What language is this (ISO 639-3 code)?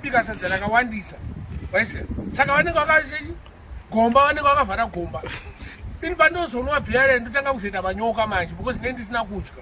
sna